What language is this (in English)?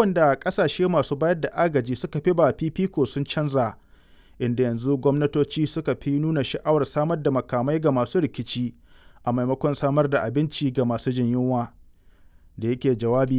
Hausa